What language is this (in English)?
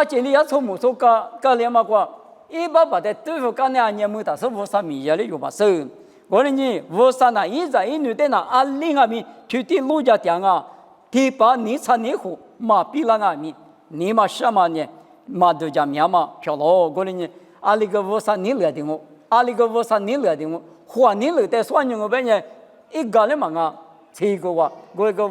Lisu